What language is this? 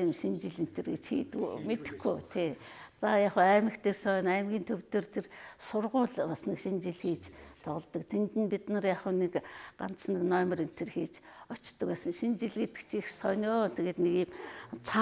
Mongolian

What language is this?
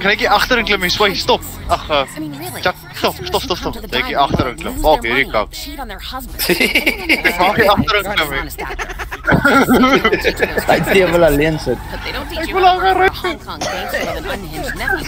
Afrikaans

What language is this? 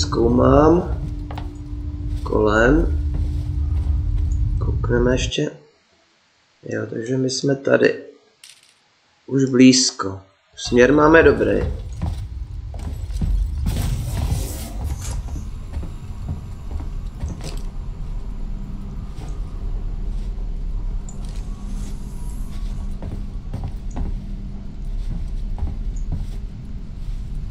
Czech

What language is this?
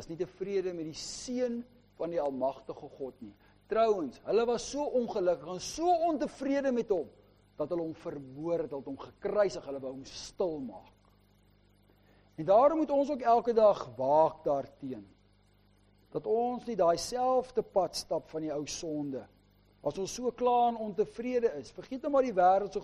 Afrikaans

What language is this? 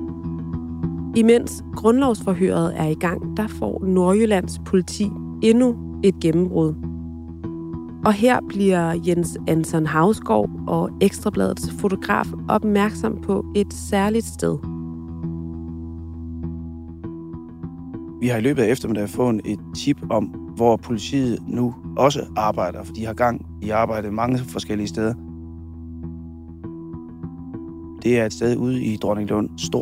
Danish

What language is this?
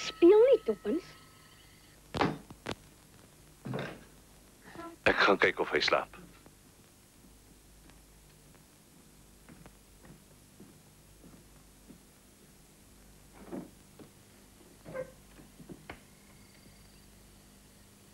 Afrikaans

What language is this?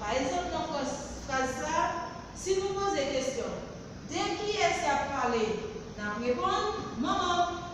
Haitian Creole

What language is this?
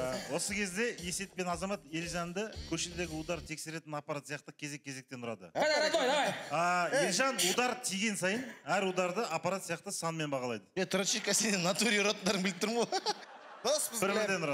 Kazakh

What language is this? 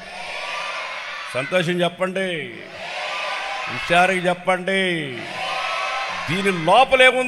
Telugu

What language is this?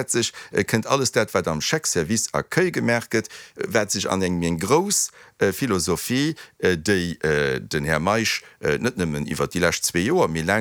Luxembourgish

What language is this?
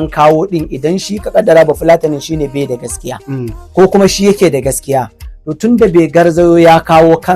Hausa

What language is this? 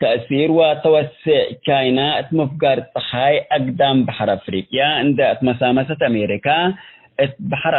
Tigre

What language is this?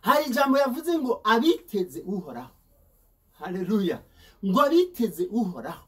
Rundi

